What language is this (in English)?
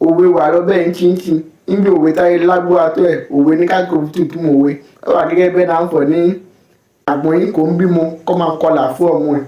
Yoruba